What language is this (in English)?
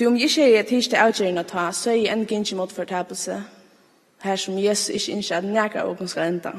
Faroese